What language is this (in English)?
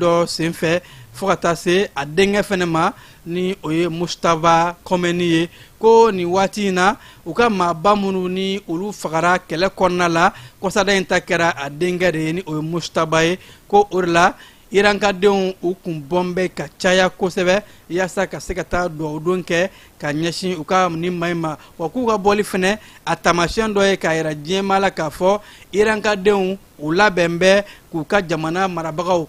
Bambara